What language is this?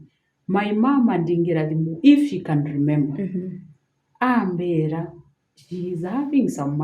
Meru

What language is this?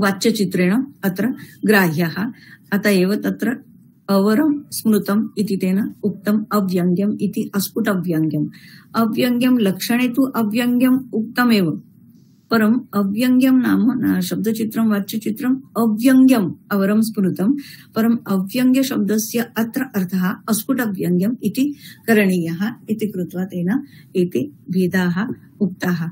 Sanskrit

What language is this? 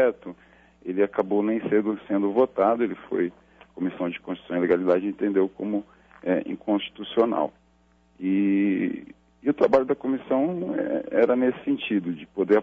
Portuguese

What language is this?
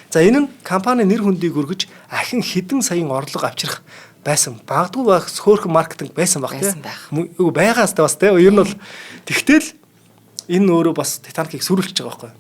Mongolian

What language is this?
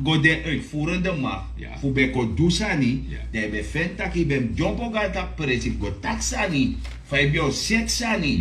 Sranan Tongo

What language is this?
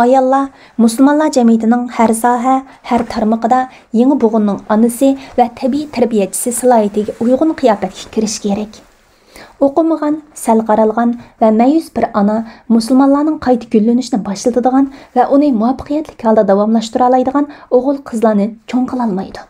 Uyghur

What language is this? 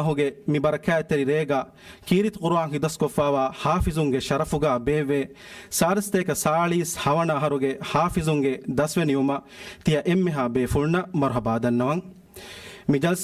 Divehi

